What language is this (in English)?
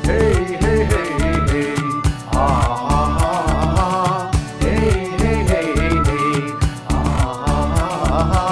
Manipuri